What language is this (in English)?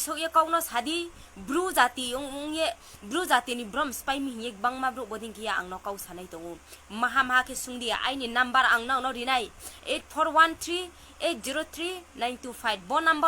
Riang (India)